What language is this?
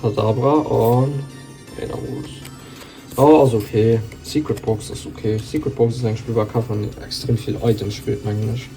Luxembourgish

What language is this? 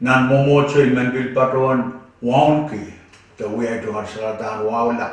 Pohnpeian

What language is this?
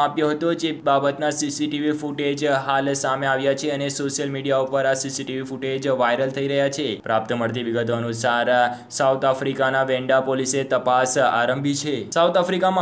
Gujarati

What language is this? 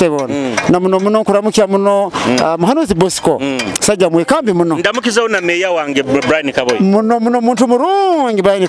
Nyoro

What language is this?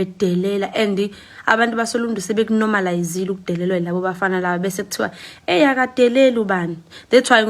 Zulu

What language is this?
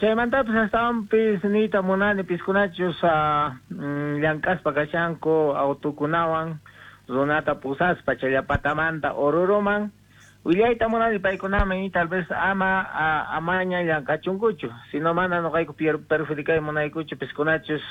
South Bolivian Quechua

